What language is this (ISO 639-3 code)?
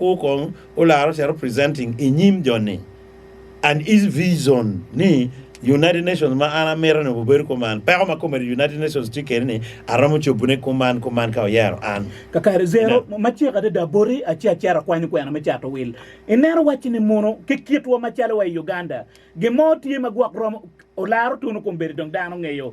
ach